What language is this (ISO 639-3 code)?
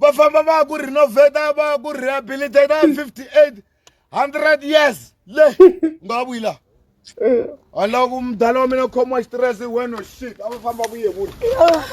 tso